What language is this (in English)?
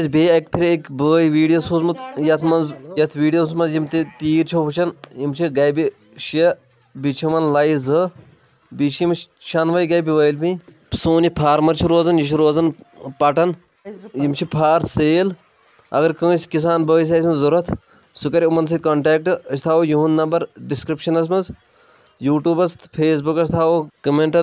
Kashmiri